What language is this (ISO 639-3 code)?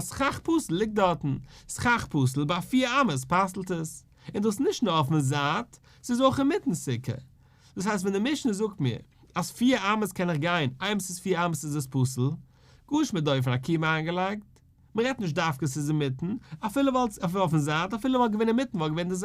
yid